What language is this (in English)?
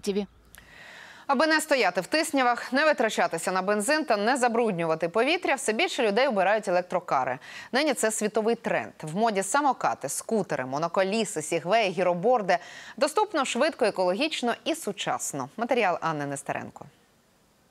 Ukrainian